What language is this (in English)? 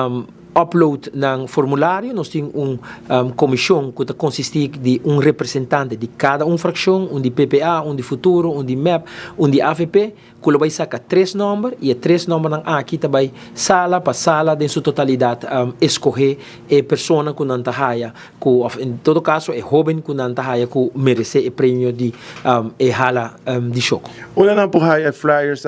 Papiamento